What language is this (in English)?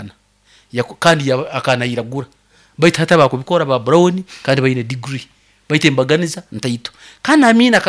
Nyoro